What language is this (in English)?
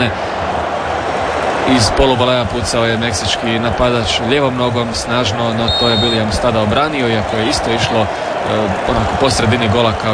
Croatian